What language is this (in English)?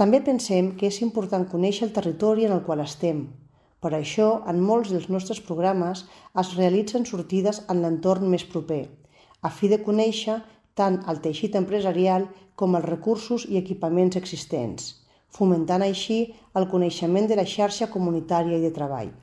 Catalan